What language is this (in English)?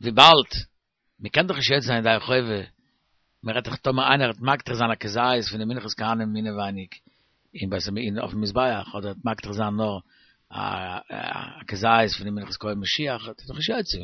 Yiddish